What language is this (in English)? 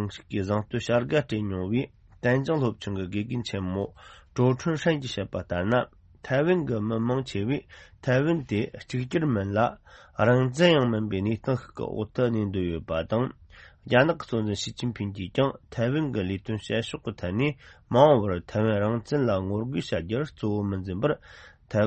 Tibetan